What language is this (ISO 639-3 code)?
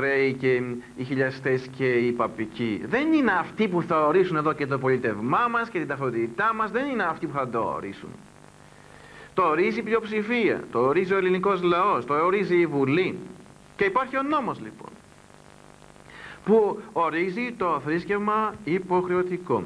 ell